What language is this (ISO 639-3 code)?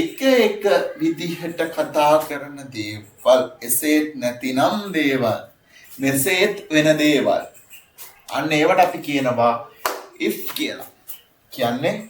sin